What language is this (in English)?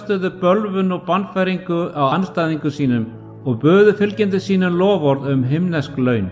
Icelandic